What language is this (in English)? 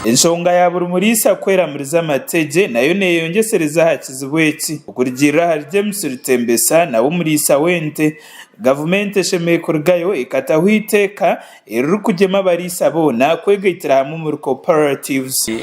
Nyankole